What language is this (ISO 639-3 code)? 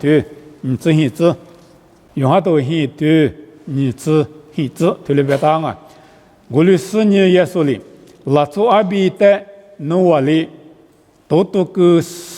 lis